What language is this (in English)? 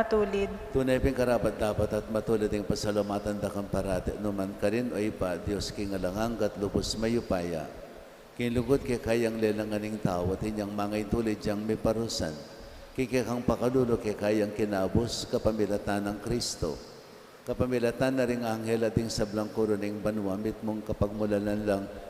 Pampanga